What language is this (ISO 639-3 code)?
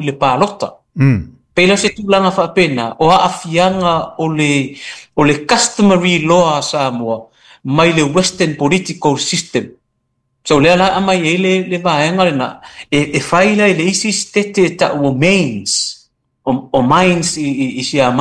smo